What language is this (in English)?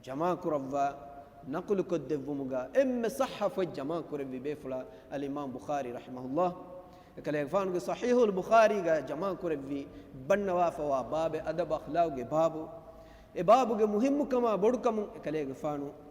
Divehi